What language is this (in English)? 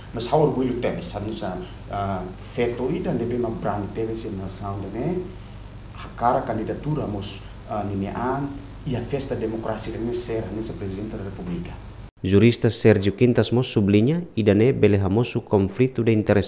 Tetum